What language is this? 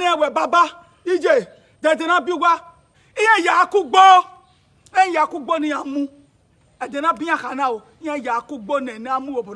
Bini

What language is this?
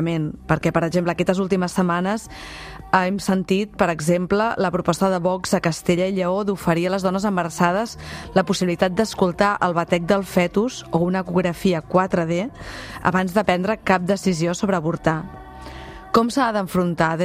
Catalan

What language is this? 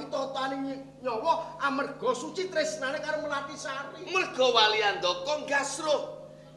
Javanese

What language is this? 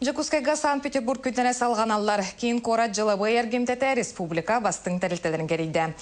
Yakut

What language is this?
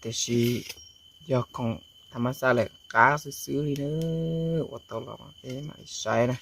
Hmong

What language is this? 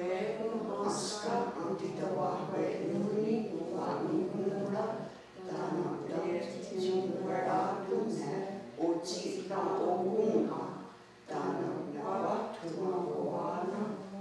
Mohawk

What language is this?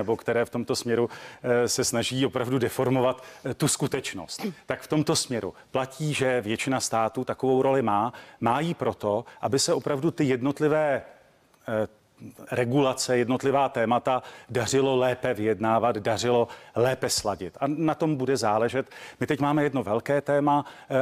Czech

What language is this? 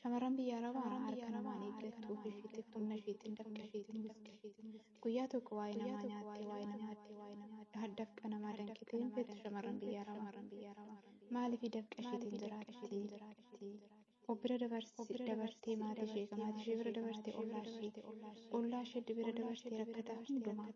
Oromo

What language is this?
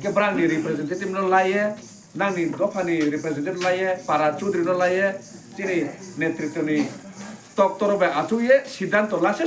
Kok Borok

